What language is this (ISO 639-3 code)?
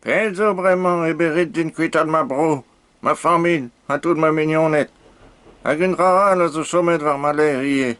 bre